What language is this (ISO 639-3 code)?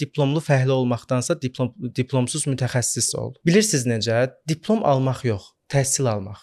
aze